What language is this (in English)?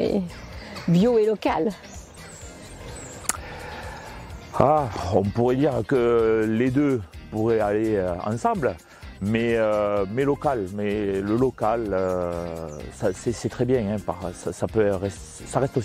French